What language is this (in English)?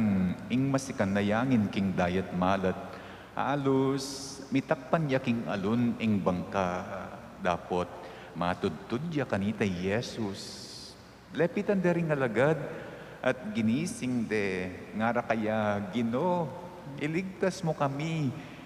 Pampanga